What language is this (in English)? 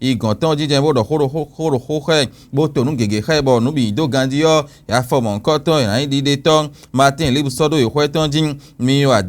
Fon